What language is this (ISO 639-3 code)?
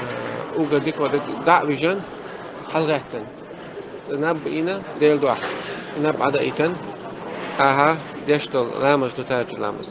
che